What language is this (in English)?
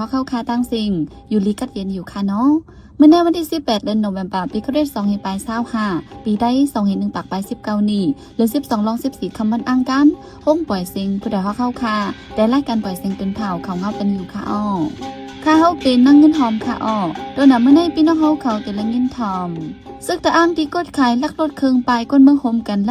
Shan